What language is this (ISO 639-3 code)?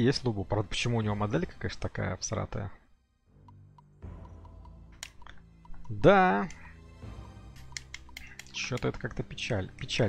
rus